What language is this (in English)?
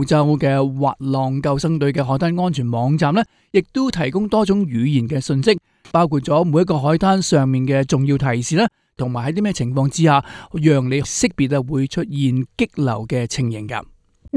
Cantonese